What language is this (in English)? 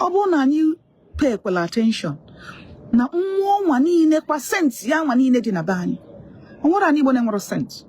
Igbo